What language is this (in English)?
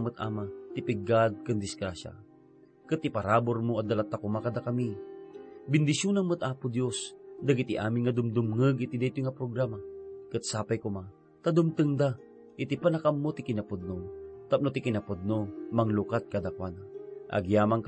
Iloko